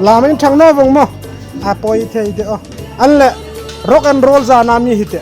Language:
Hmar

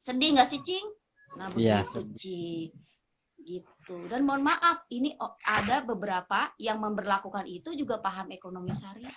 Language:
Betawi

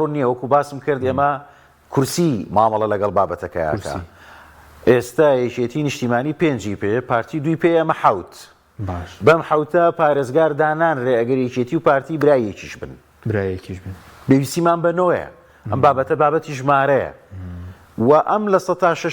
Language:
Central Kurdish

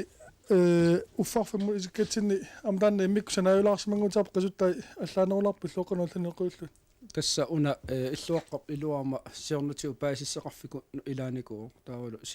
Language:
Kalaallisut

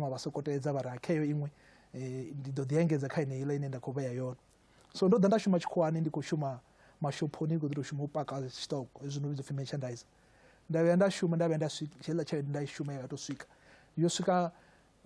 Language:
Venda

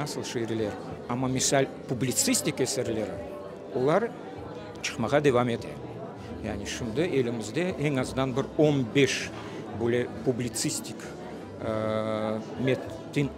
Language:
Crimean Tatar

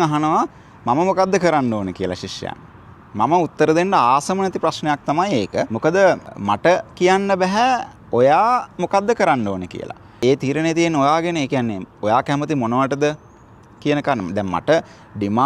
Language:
Sinhala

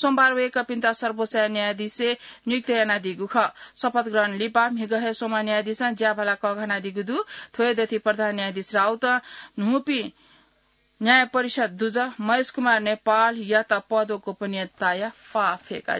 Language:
Newari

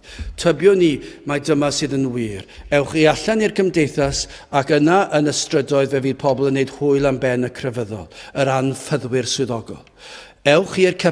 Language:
Welsh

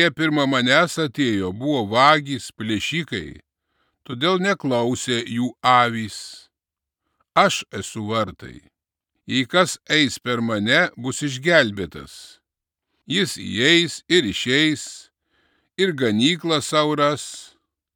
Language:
Lithuanian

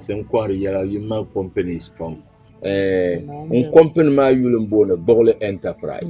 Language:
Dagbani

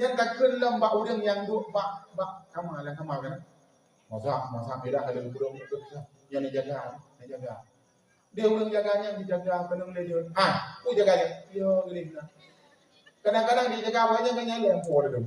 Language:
Achinese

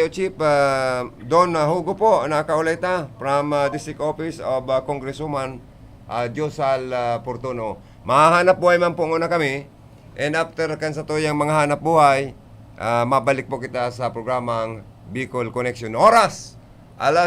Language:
Bikol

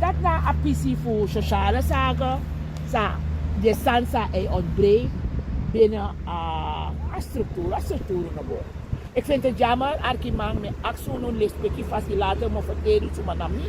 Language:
Sranan Tongo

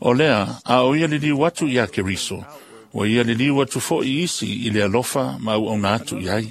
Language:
Samoan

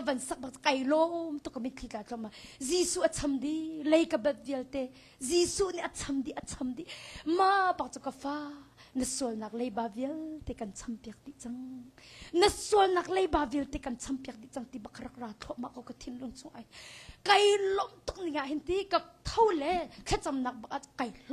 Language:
Hakha Chin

